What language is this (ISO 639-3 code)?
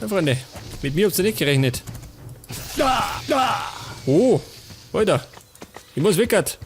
bar